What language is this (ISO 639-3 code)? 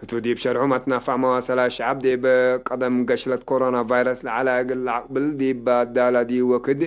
tig